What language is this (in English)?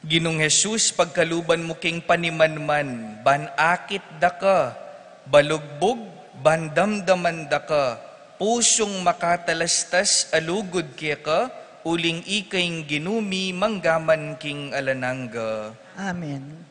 Pampanga